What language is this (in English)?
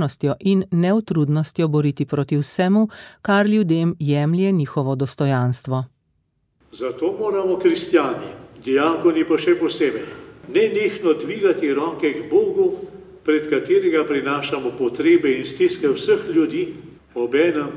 Slovenian